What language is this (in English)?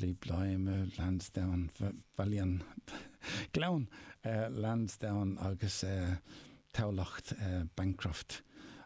Irish